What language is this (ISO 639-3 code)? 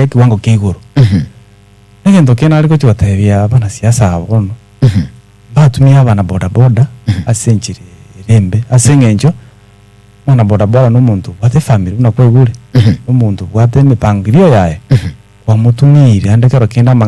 guz